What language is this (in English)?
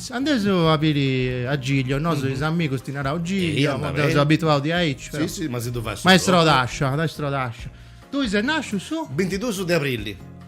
Sardinian